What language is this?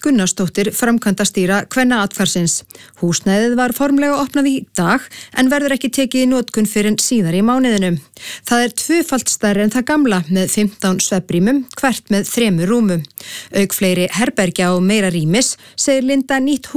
Icelandic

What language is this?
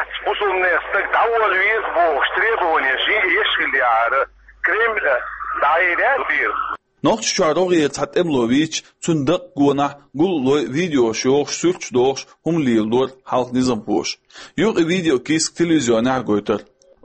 Chechen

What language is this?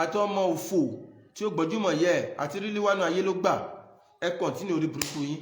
Yoruba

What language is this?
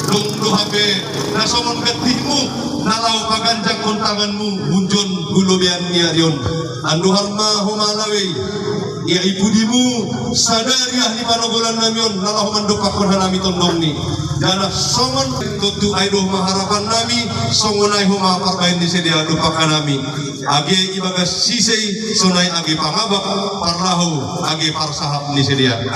Batak Simalungun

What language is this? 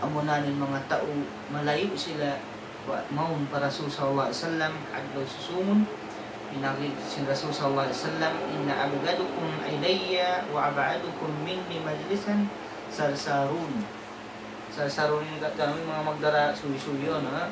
Tausug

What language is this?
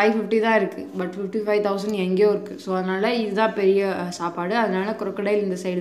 Tamil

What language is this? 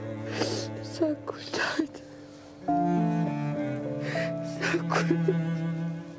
Turkish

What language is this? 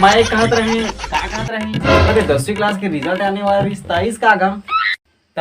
Chhattisgarhi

